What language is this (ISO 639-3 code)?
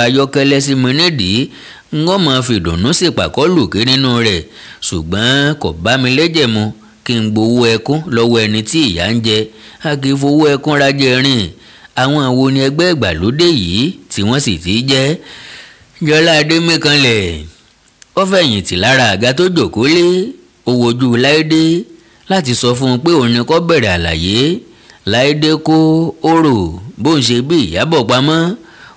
yor